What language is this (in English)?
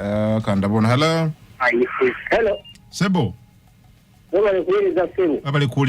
Ganda